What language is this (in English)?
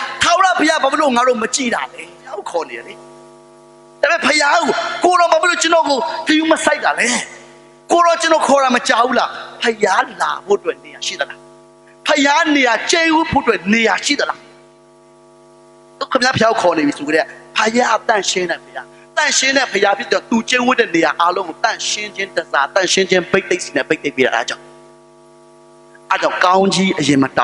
Burmese